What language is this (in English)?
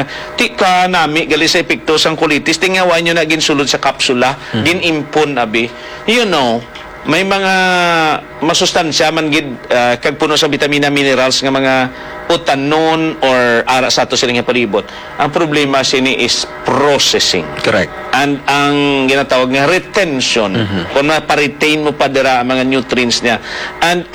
Hiligaynon